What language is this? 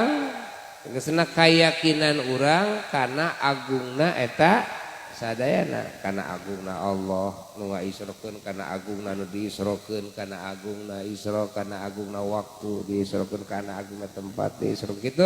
Sundanese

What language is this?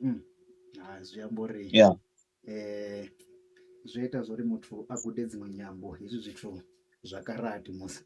Venda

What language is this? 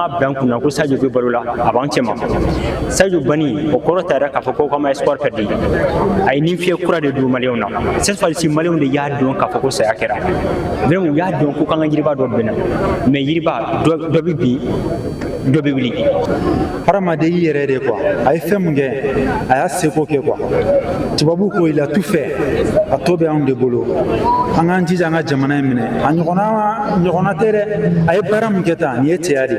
Bambara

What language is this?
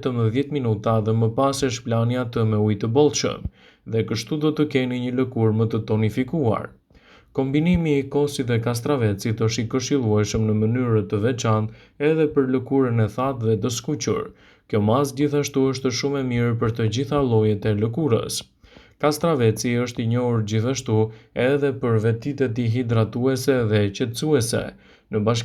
Albanian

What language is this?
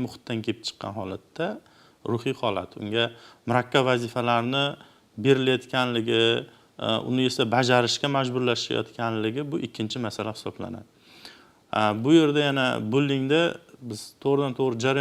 Uzbek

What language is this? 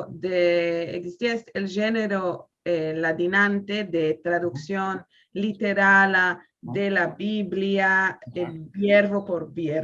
Ladino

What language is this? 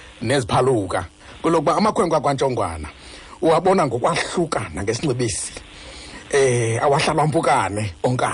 Xhosa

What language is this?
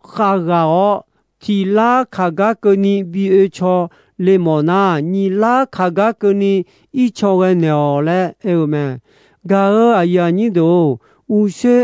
Akha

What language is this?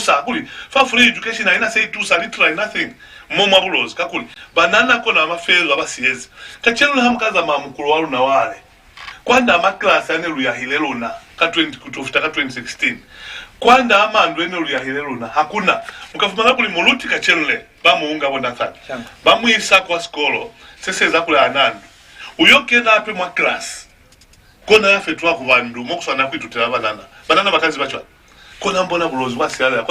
Lozi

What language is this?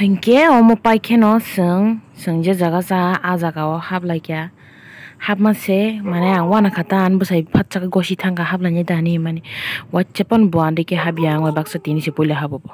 Kok Borok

